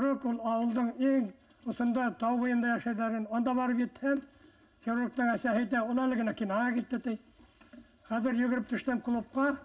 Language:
Bashkir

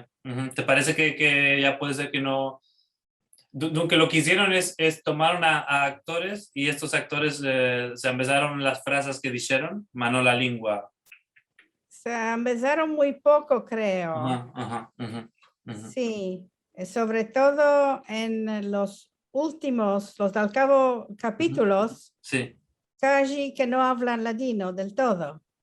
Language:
Ladino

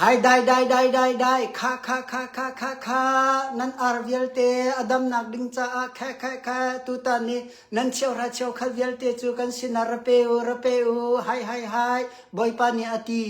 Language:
Hakha Chin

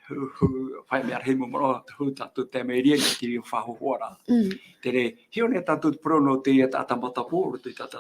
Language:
Tahitian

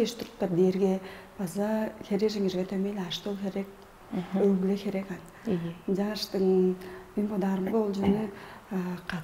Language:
Tuvinian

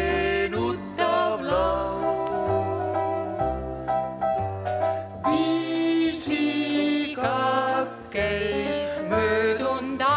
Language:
Estonian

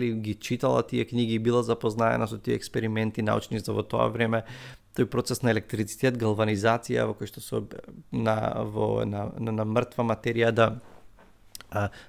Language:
Macedonian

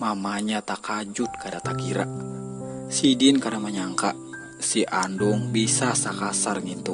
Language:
Banjar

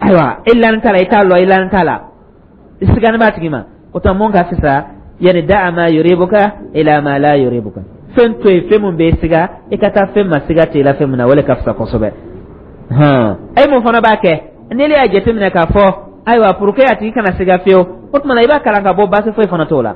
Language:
Dyula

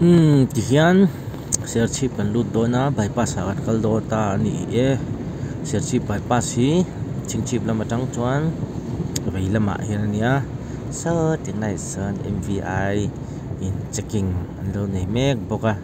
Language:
Mizo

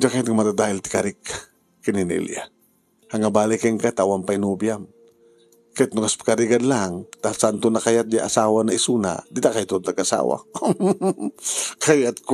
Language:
Iloko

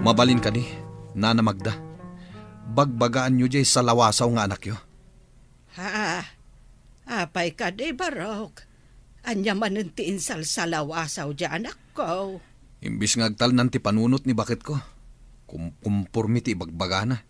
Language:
Iloko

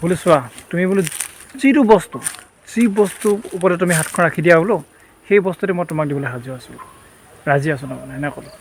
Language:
Assamese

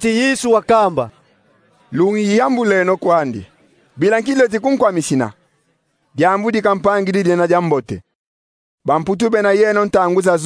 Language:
Kongo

